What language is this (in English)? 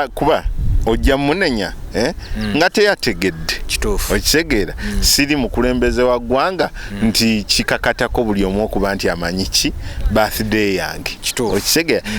Ganda